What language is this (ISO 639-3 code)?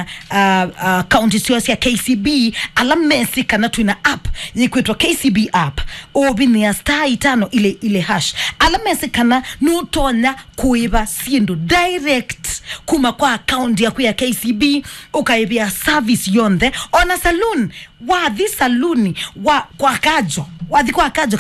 kam